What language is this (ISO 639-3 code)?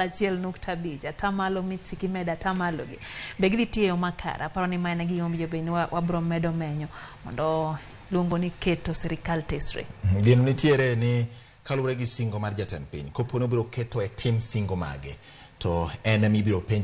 luo